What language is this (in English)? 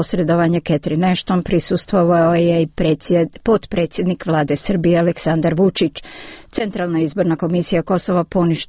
Serbian